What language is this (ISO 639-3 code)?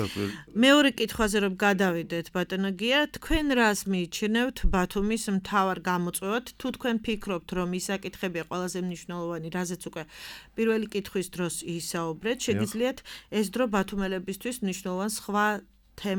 kat